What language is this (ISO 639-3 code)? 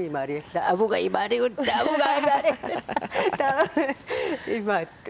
kal